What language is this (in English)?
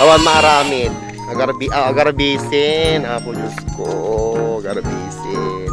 Iloko